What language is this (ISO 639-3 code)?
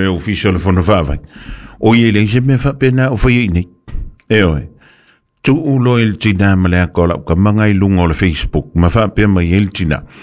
smo